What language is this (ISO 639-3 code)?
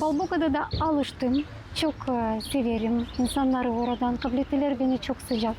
gag